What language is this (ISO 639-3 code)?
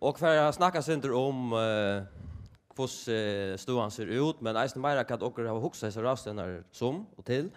fao